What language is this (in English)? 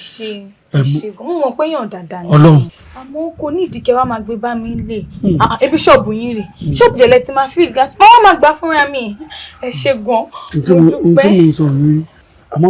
Yoruba